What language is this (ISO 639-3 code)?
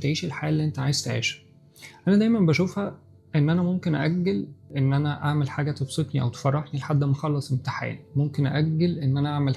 arz